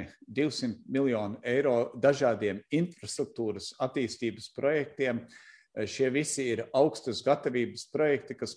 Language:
Latvian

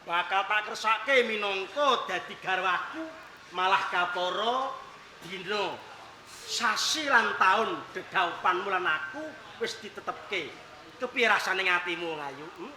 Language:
Javanese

